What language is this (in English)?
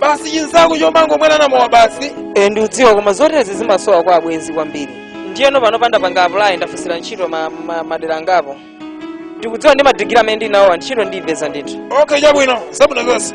Nyanja